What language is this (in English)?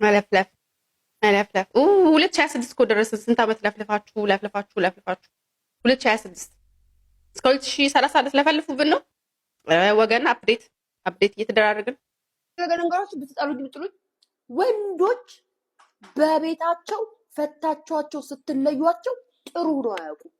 Amharic